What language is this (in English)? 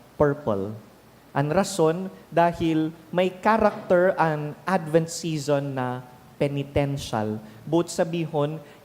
Bikol